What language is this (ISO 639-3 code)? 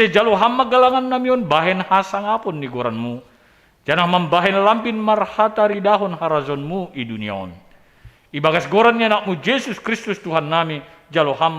bts